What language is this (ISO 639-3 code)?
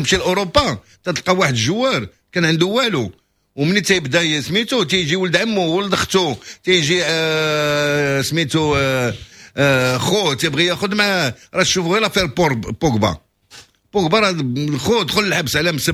ary